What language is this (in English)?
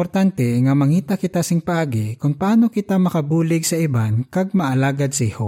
Hiligaynon